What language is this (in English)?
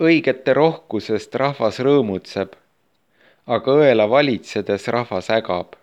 Estonian